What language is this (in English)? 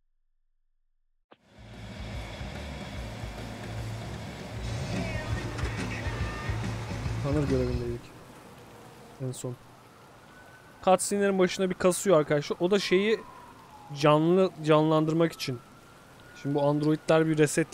Turkish